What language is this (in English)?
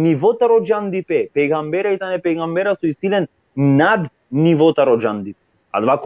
Balkan Romani